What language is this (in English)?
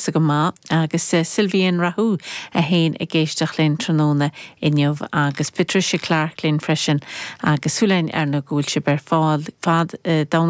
Irish